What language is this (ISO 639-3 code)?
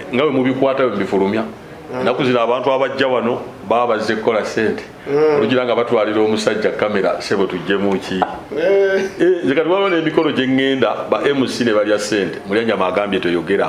lug